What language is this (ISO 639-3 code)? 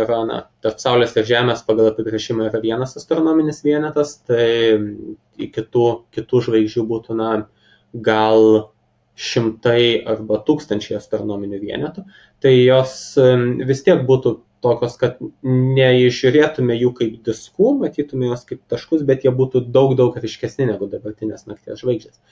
lit